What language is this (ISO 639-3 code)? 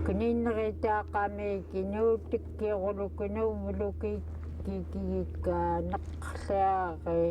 esu